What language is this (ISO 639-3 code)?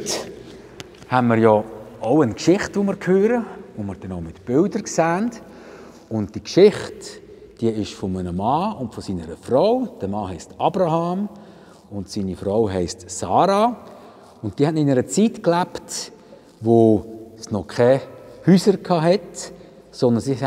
gsw